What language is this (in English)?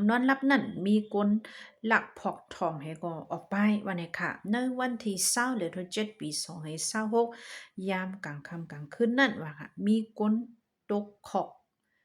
Shan